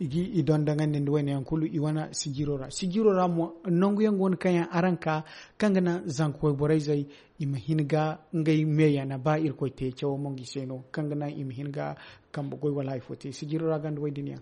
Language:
Zarma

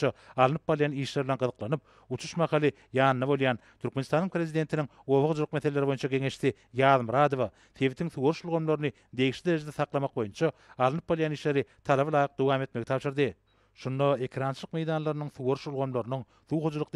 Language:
Turkmen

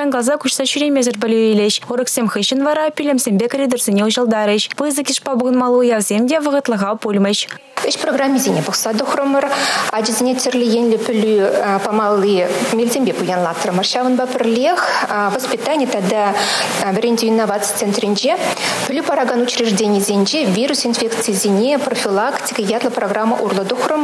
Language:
Chuvash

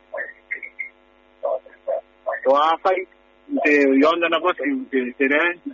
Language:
Gilbertese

